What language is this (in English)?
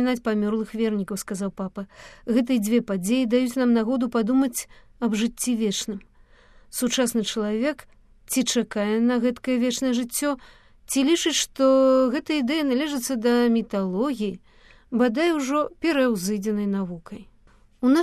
Belarusian